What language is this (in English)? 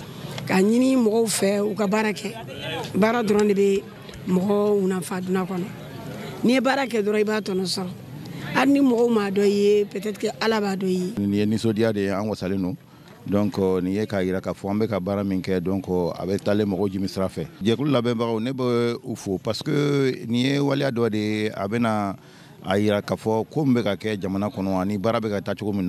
Bambara